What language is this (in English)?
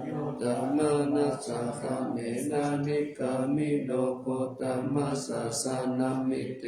Pali